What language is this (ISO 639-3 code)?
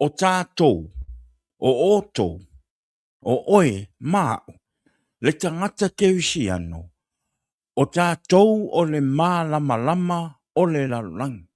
smo